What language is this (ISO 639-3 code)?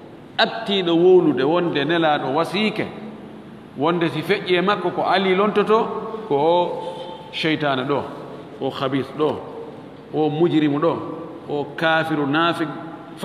ful